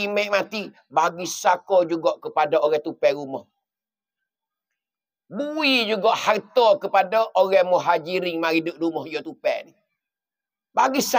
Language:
Pattani Malay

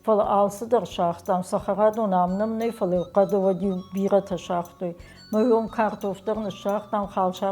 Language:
Ossetic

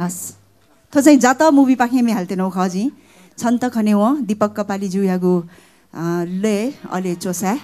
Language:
Newari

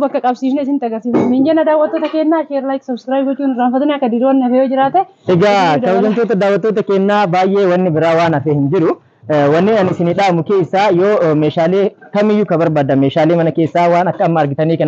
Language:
Oromo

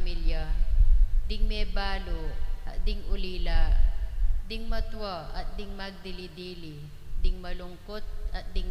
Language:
Pampanga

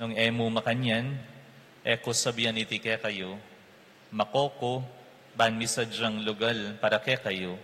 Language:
Pampanga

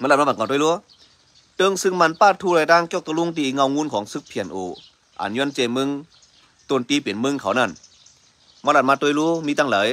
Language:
Shan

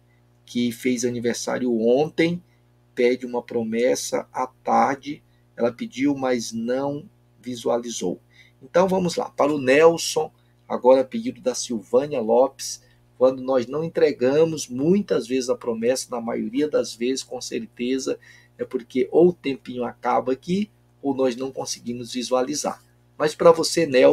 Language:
Portuguese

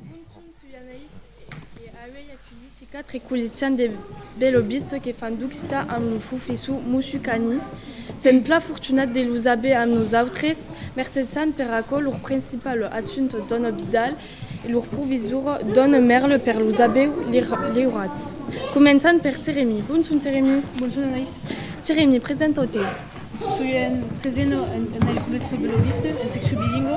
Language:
Occitan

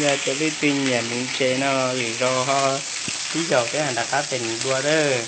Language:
Hmong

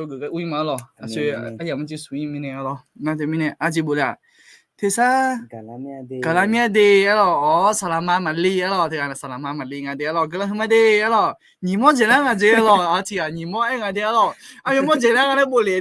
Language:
Akha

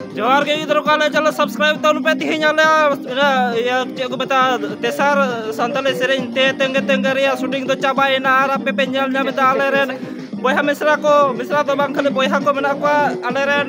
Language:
Santali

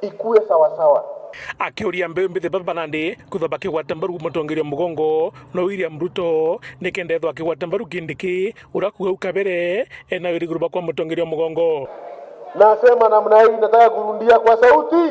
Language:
Meru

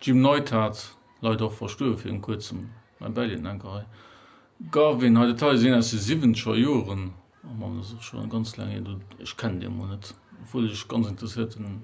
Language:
Luxembourgish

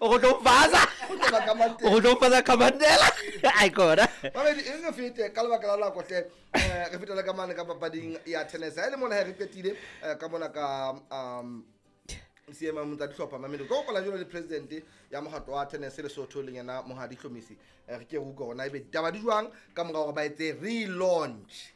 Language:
Southern Sotho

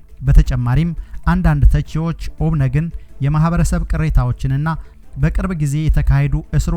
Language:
Amharic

